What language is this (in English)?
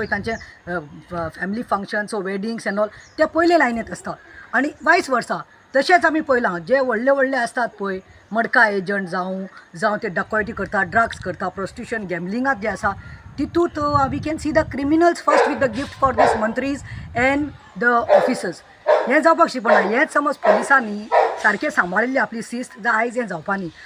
Konkani